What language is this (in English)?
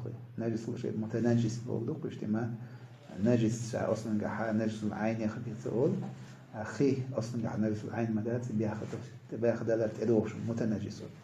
Chechen